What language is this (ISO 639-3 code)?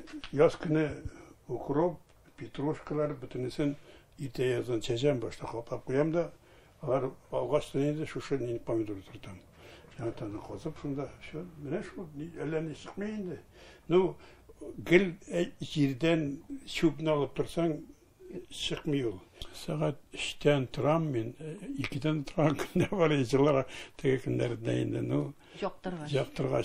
tat